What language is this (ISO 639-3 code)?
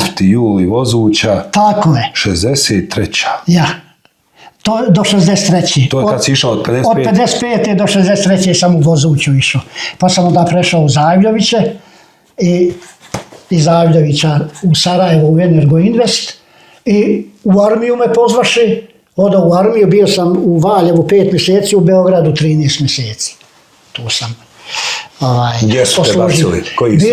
bos